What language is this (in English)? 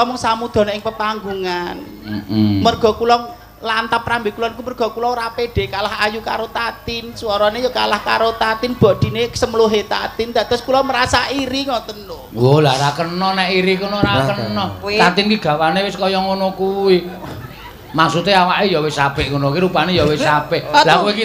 Javanese